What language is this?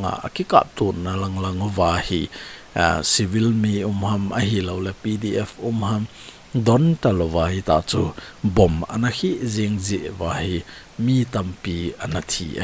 Thado Chin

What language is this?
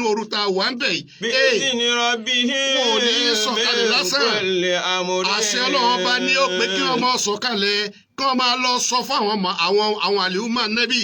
Yoruba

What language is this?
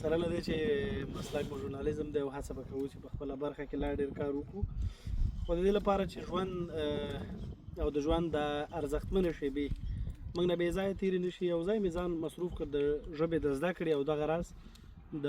Pashto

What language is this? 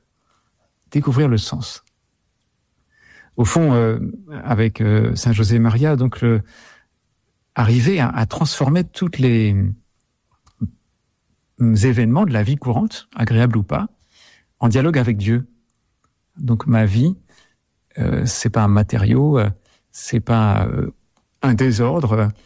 French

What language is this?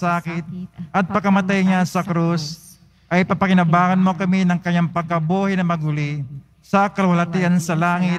Filipino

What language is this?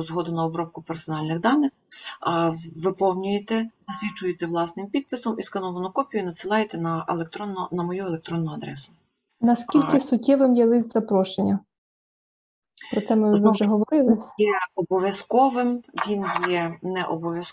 Ukrainian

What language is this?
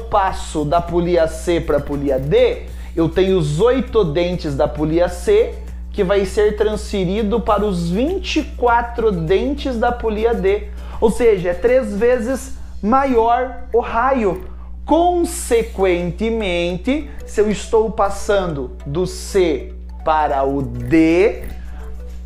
Portuguese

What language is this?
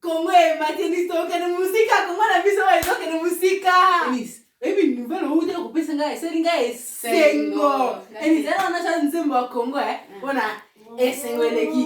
Lingala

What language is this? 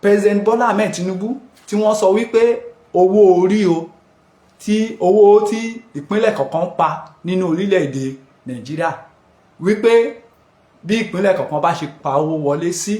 Yoruba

